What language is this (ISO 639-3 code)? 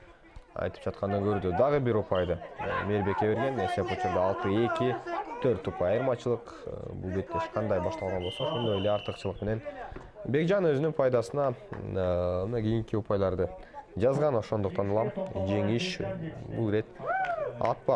kir